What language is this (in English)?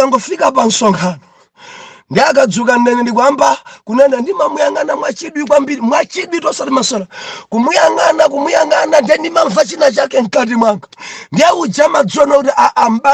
Nyanja